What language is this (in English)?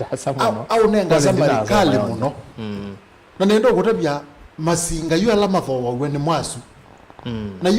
Kamba